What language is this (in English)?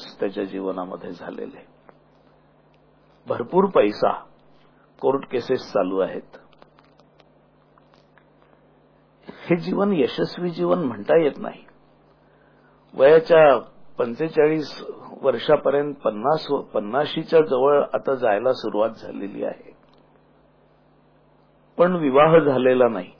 Marathi